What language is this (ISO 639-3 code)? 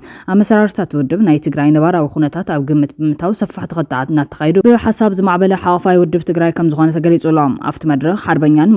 tir